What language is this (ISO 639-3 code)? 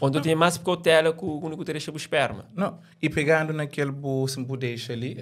kea